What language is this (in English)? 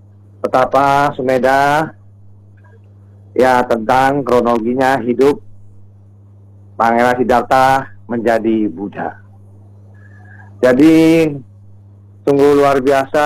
Indonesian